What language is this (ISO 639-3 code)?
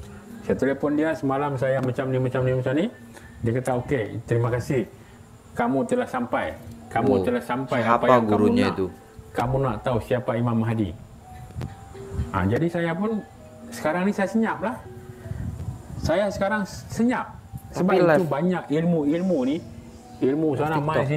msa